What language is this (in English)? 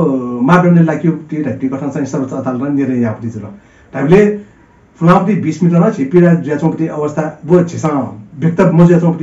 Newari